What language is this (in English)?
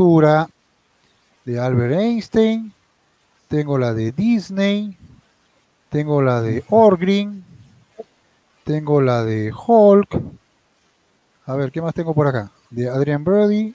Spanish